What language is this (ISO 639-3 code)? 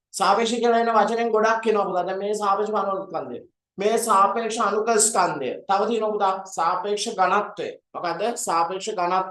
sin